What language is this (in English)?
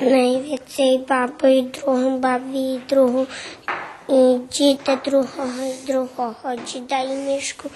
Rusyn